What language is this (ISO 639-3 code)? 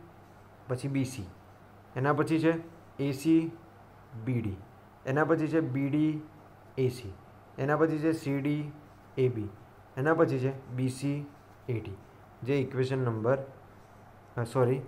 guj